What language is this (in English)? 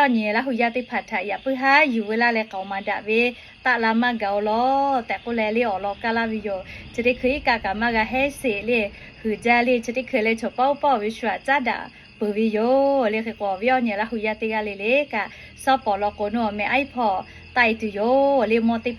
Lahu